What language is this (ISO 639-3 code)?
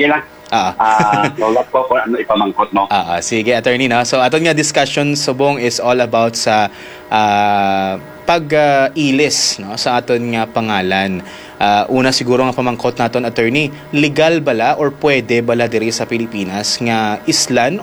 hil